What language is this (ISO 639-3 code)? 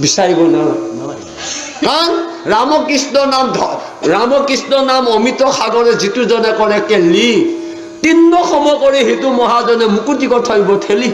asm